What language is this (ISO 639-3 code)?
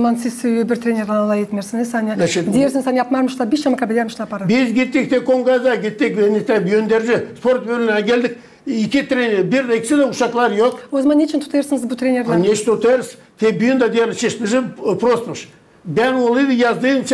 gag